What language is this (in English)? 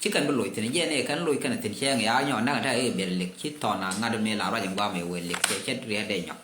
Nuer